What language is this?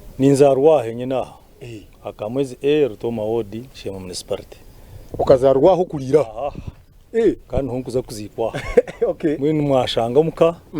Nyankole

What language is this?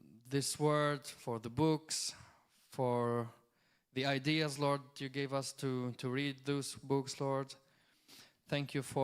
English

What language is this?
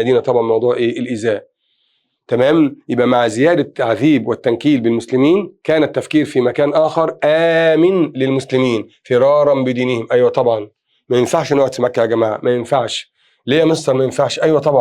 Egyptian Arabic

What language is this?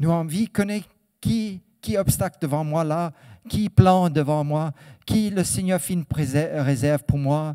Morisyen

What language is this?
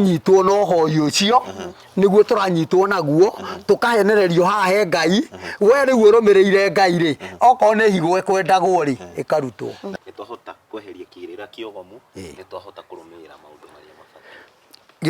Kikuyu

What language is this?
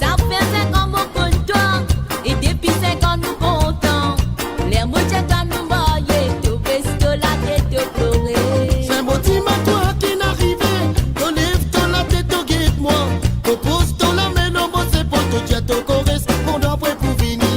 Morisyen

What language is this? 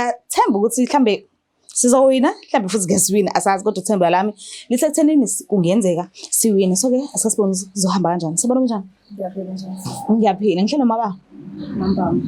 Zulu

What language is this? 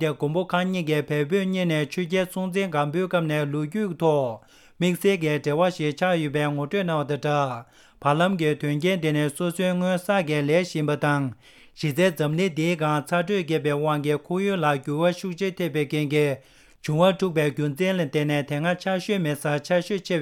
Tibetan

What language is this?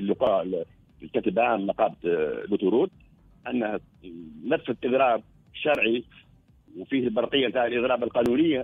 Tunisian Arabic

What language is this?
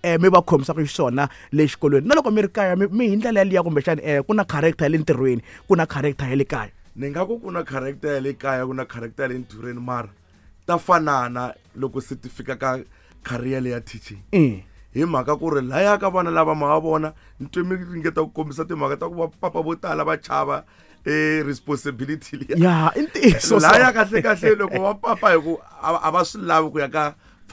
Tsonga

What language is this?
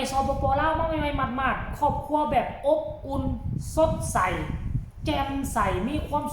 Lao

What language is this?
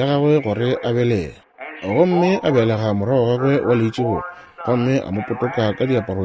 Northern Sotho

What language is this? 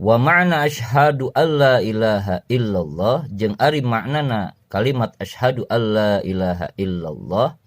Sundanese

